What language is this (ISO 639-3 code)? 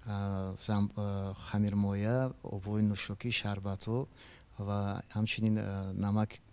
tgk